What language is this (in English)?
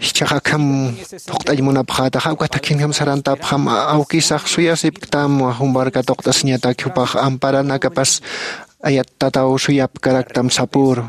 Aymara